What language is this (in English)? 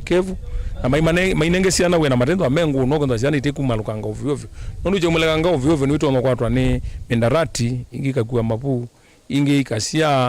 Kamba